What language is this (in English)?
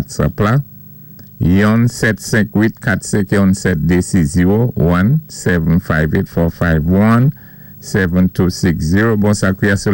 Saint Lucian Creole French